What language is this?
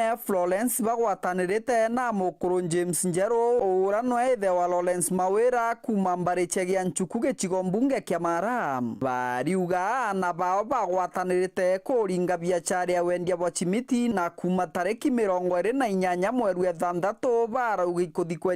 Meru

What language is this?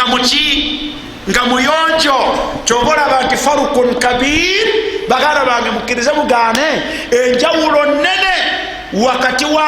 Ganda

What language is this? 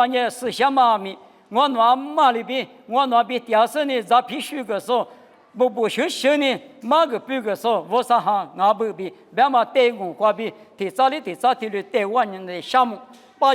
Lisu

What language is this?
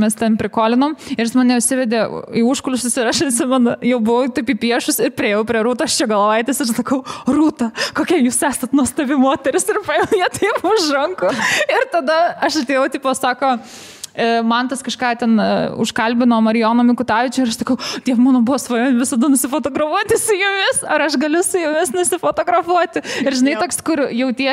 Lithuanian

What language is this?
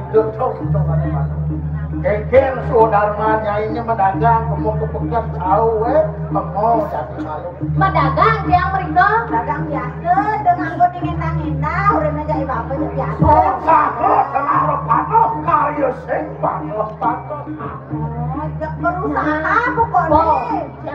Balinese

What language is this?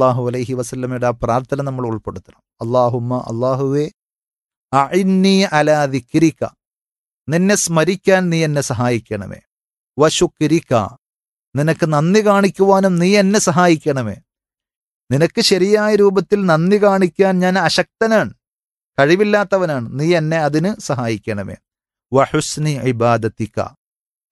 Malayalam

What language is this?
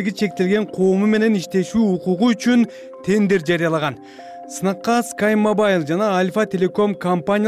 Kyrgyz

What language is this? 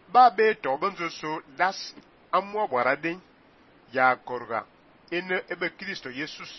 Fang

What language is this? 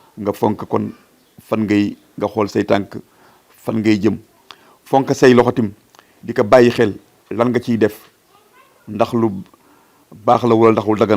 Wolof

